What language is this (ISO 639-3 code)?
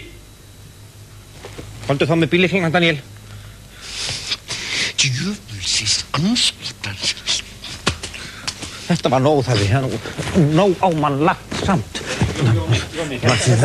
isl